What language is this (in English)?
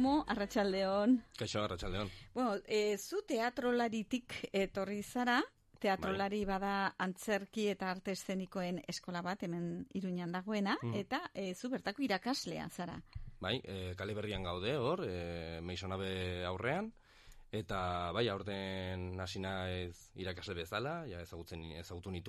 Basque